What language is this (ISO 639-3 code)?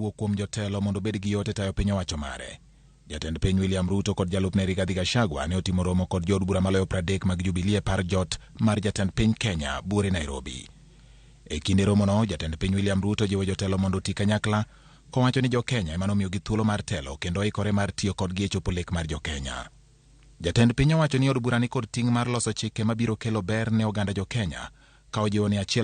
luo